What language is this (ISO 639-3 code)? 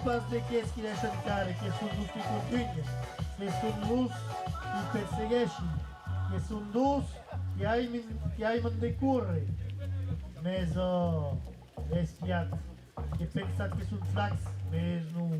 oci